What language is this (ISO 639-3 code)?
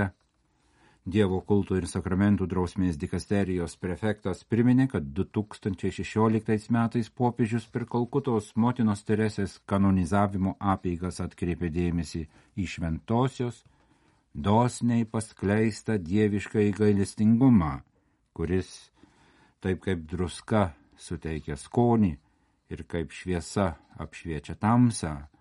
lit